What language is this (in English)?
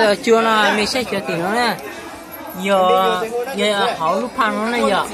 Hmong